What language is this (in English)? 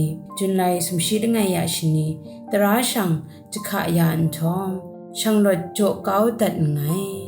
Kachin